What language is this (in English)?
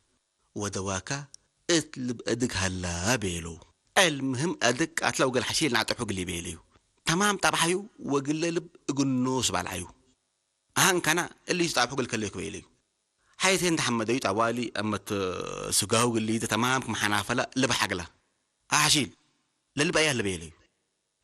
Tigrinya